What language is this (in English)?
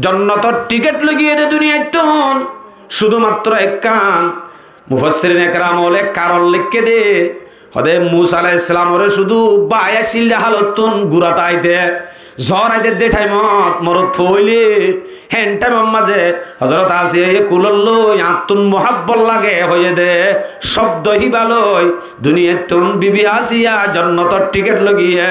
Rohingya